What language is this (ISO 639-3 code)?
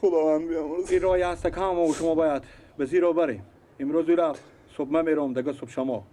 fas